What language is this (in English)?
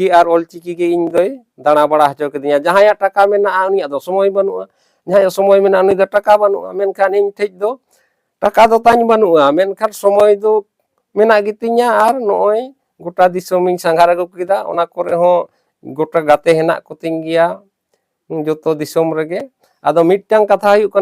Santali